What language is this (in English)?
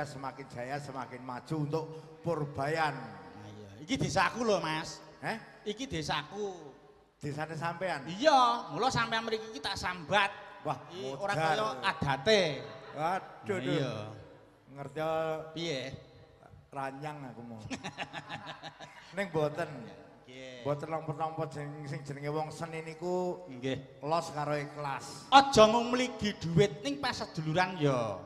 Javanese